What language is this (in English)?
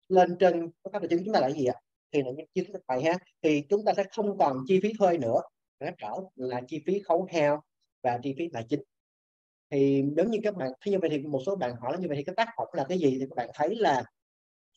Vietnamese